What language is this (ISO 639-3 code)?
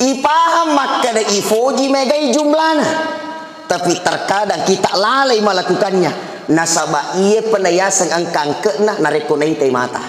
bug